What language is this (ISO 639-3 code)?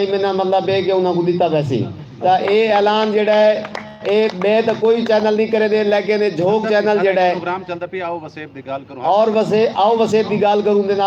skr